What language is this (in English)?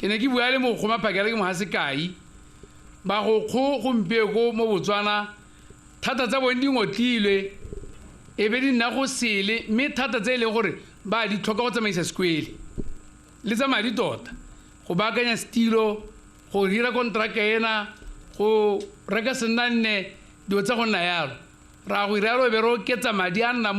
Tswana